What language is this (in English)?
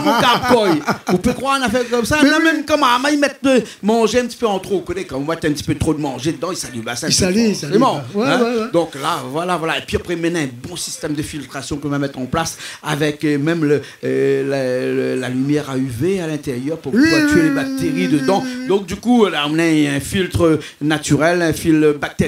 Réunion Creole French